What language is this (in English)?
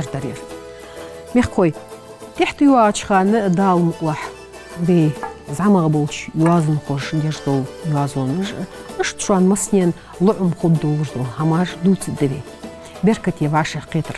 Ingush